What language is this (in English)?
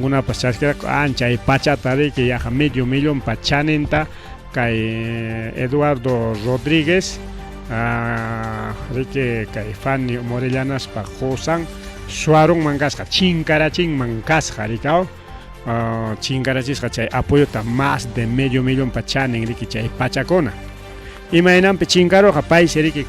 Ayacucho Quechua